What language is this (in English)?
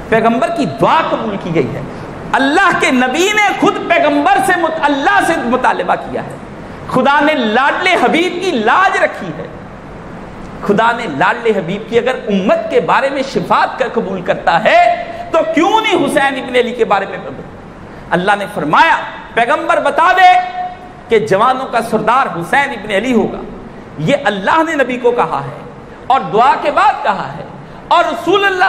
Urdu